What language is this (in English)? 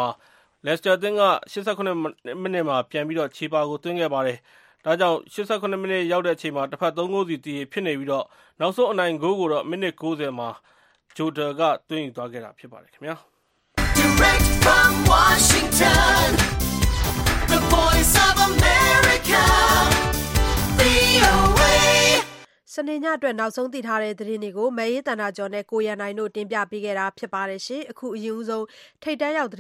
Burmese